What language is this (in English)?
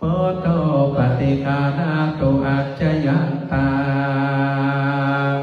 Pali